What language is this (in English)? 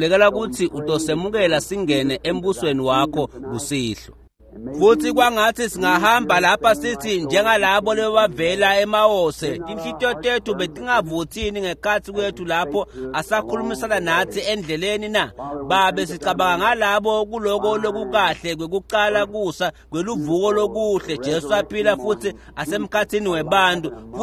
Swati